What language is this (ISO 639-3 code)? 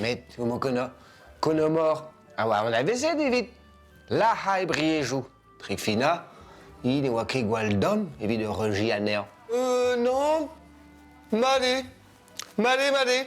bre